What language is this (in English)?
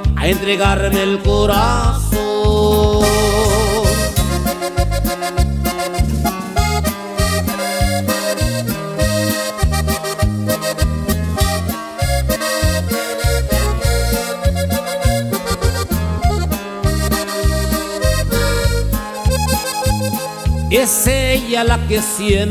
Spanish